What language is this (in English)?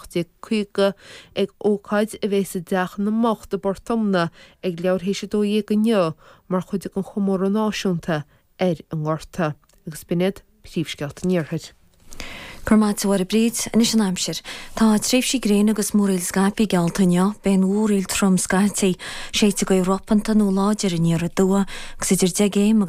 Irish